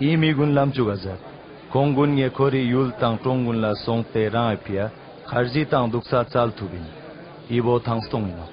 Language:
Ladakhi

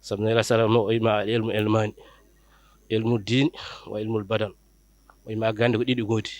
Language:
Fula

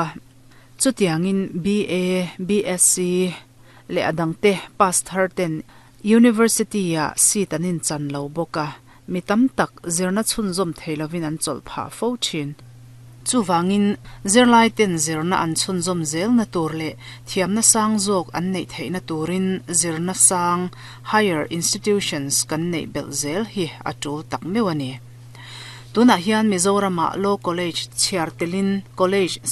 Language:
Mizo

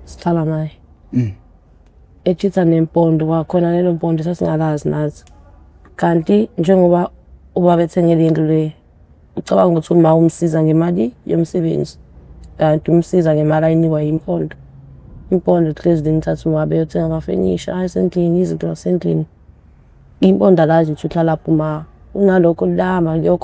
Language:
Zulu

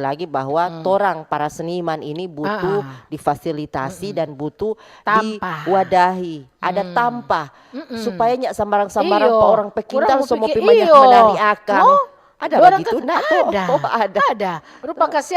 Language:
Manado Malay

